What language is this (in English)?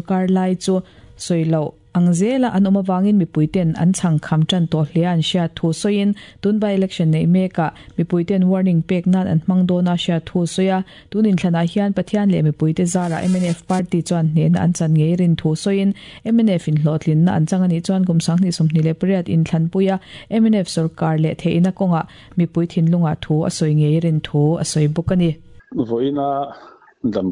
Mizo